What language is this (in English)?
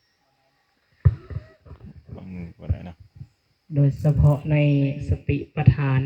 Lao